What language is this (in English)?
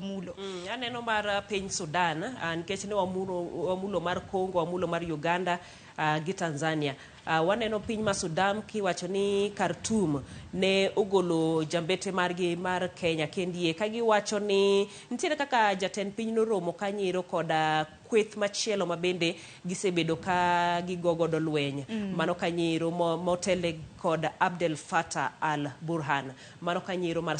Luo (Kenya and Tanzania)